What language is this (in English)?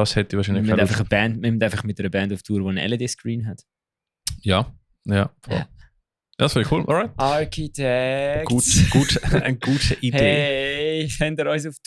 Swiss German